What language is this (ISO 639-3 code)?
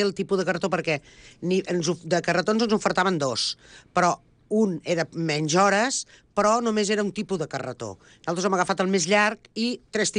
cat